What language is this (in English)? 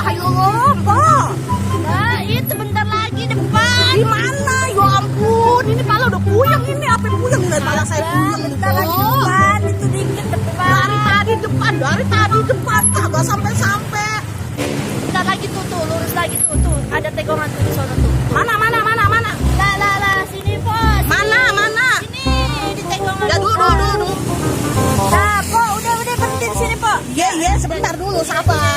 Betawi